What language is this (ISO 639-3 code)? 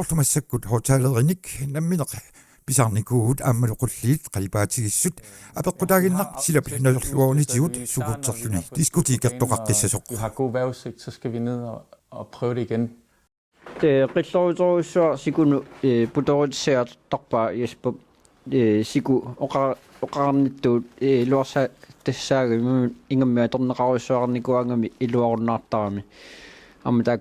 kal